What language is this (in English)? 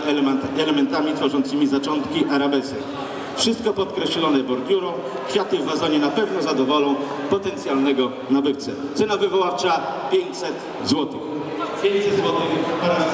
Polish